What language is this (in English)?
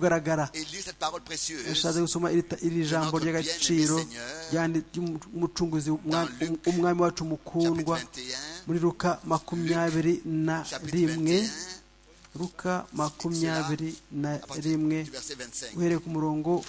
Kinyarwanda